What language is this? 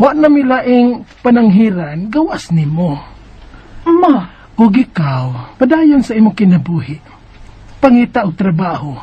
Cebuano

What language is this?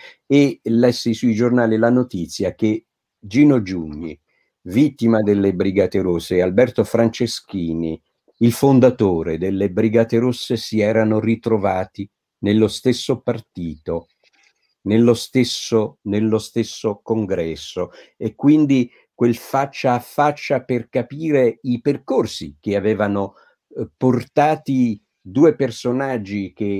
Italian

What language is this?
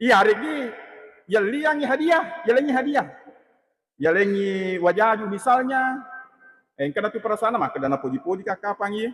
Buginese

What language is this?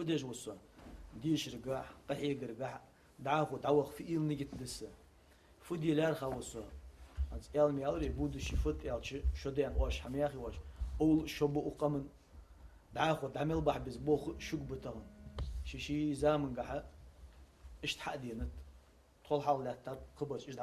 Ingush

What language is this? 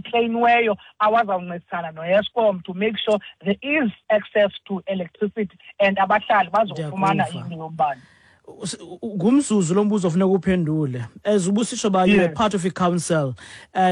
Xhosa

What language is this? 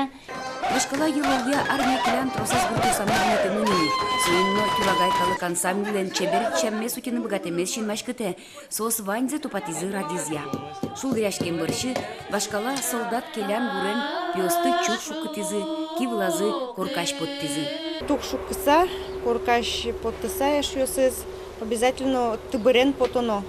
Udmurt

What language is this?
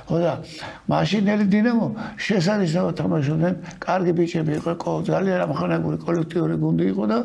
Georgian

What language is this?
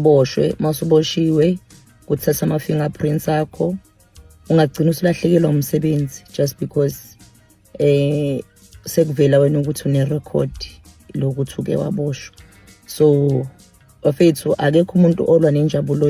Zulu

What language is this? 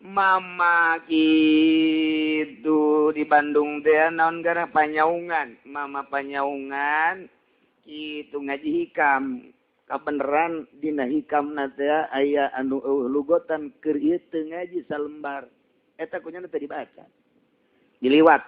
Sundanese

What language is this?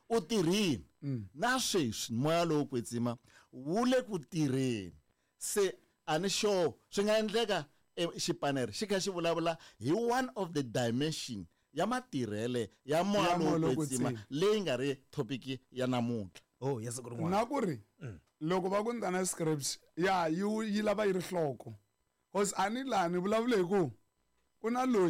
Tsonga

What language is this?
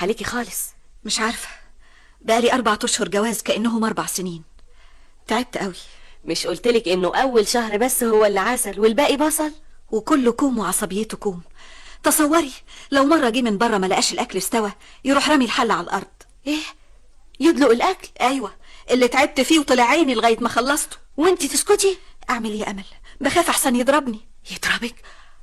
Egyptian Arabic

